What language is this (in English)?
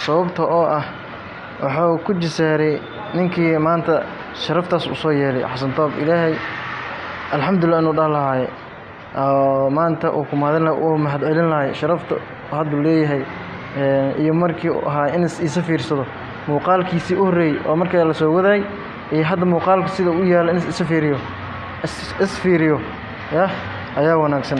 Somali